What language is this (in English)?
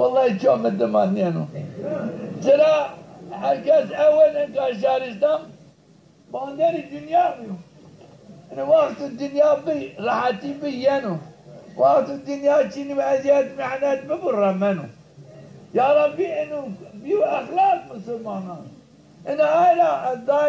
Zaza